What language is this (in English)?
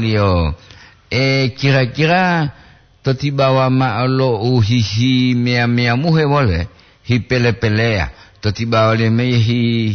Gorontalo